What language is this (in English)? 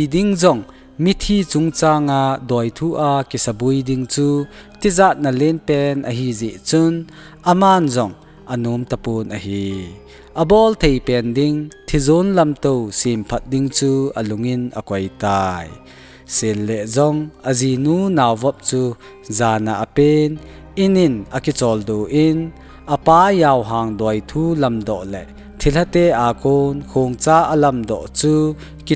Thado Chin